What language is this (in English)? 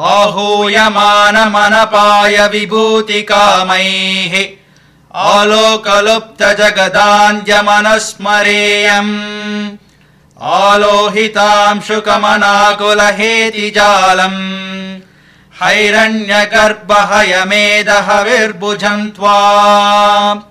Sanskrit